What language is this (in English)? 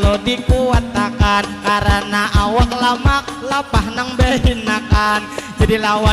Banjar